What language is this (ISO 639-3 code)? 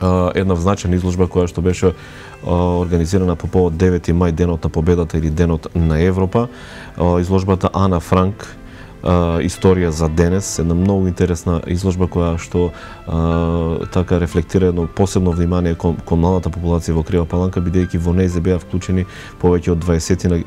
mkd